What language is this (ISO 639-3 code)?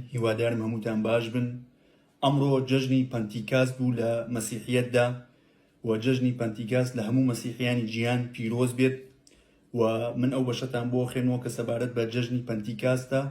ckb